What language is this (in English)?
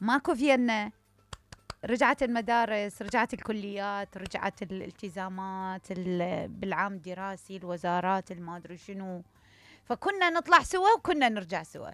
Mesopotamian Arabic